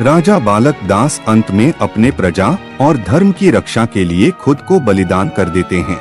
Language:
Chhattisgarhi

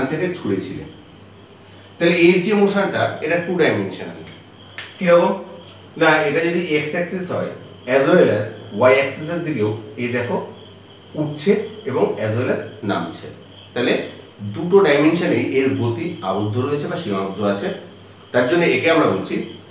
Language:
Bangla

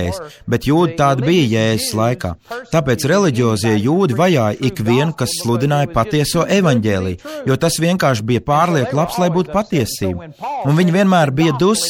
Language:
Latvian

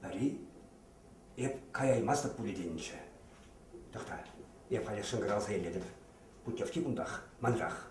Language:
Chuvash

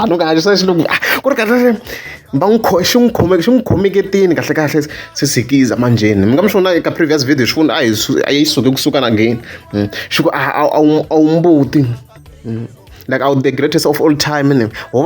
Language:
Tsonga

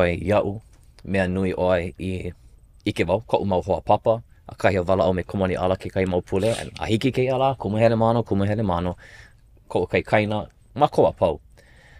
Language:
Hawaiian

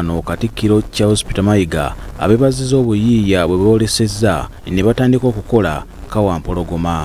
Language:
Ganda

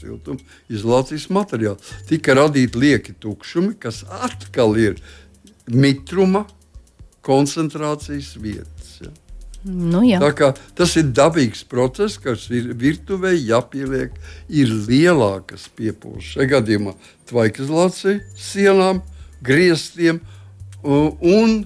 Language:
Latvian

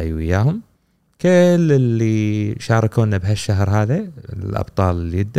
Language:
Gulf Arabic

